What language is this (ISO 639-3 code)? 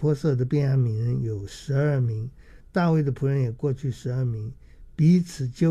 zho